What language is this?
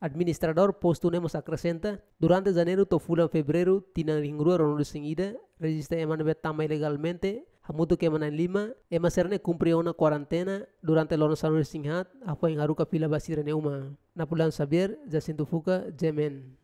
Tetum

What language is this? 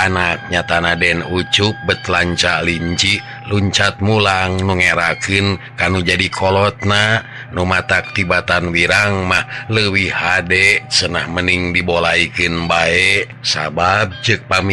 Sundanese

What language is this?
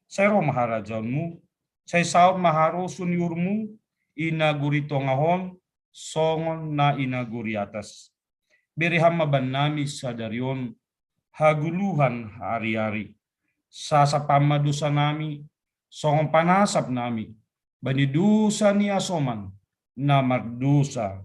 Batak Simalungun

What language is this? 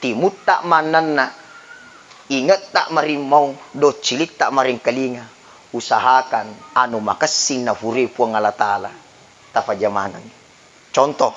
Buginese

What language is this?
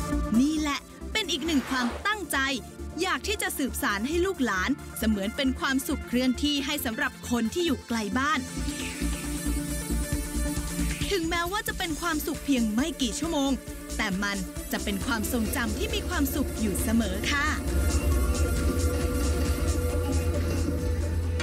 Thai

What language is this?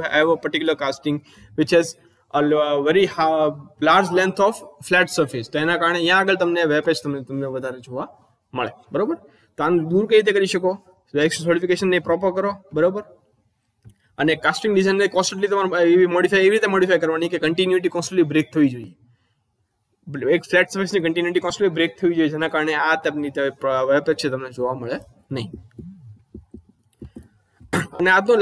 Gujarati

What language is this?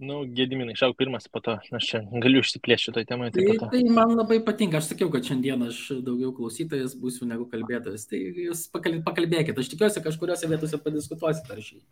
Lithuanian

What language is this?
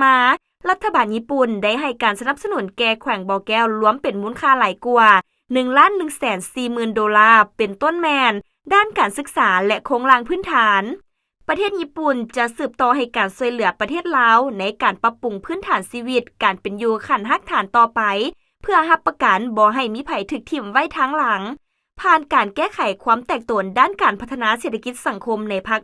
Lao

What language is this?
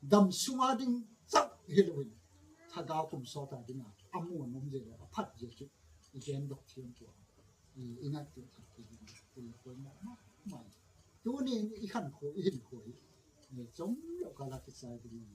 Gangte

